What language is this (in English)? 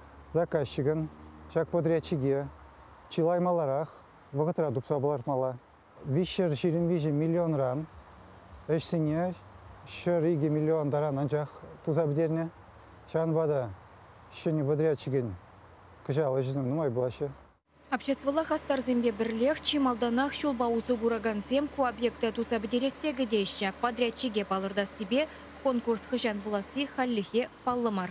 Chuvash